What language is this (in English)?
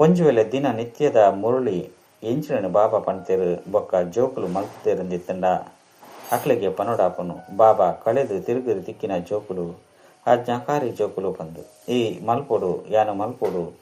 Tulu